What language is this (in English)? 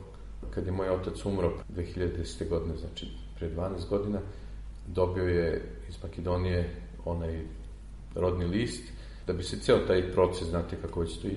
Serbian